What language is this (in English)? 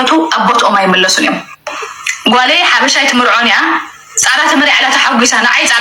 Tigrinya